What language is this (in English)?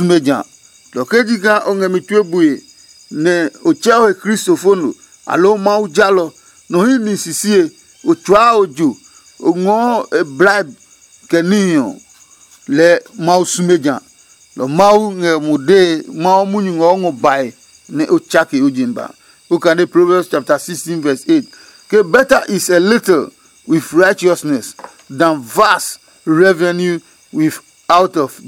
Adangme